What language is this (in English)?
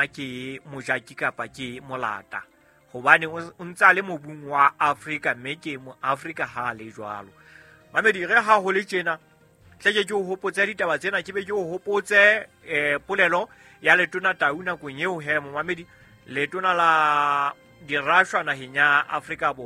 Southern Sotho